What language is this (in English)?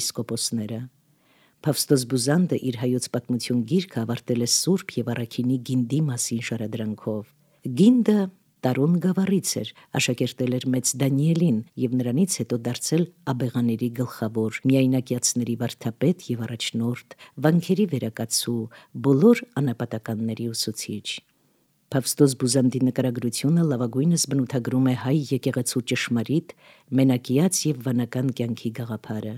Armenian